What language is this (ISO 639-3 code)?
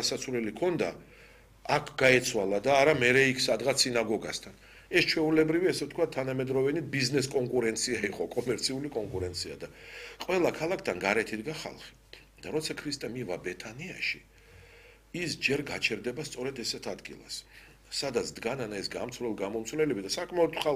kat